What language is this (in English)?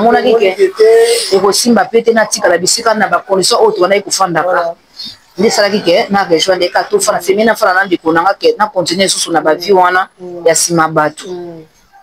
Lingala